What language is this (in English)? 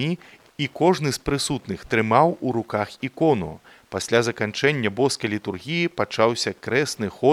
Belarusian